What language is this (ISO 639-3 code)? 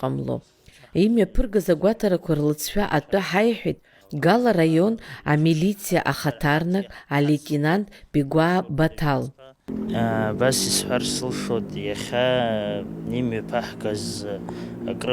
abk